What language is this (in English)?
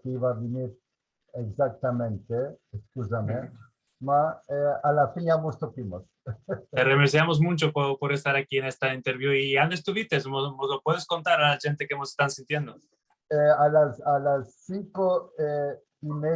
Ladino